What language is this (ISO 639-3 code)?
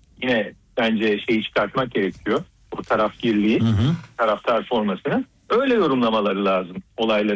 tur